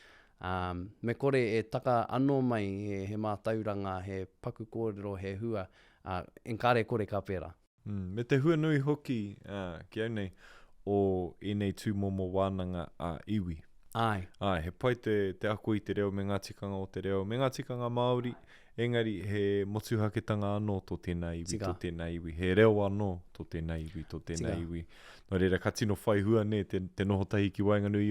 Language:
Māori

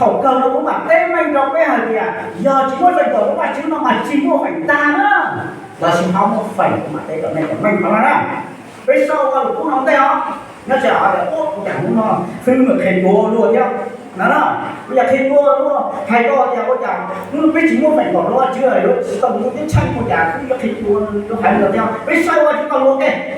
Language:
Hmong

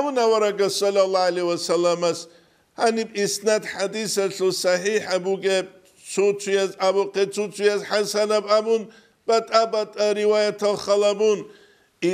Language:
Avaric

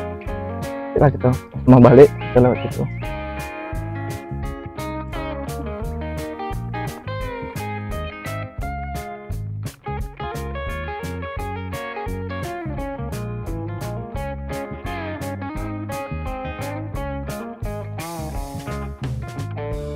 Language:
Indonesian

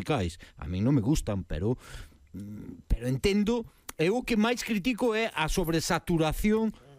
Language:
Galician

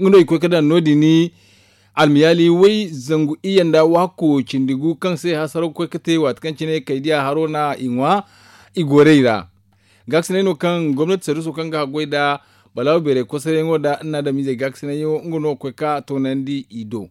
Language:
Zarma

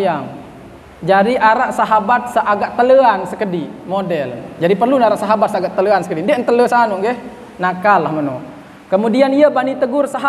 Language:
Sasak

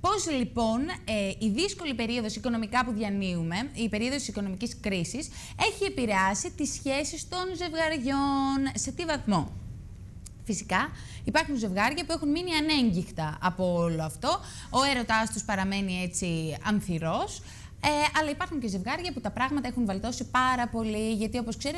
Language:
Greek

